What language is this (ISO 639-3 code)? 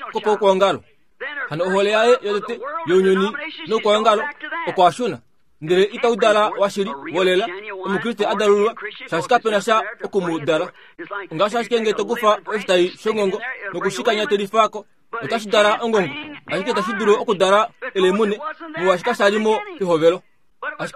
kua